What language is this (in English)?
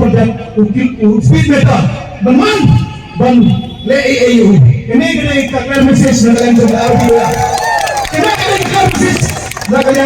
Khasi